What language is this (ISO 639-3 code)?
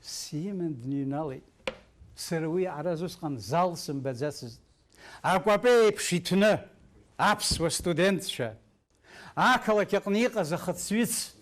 abk